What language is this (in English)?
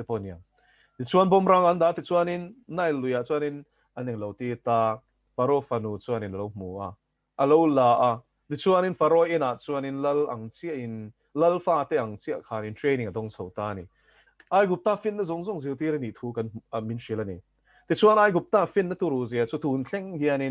Mizo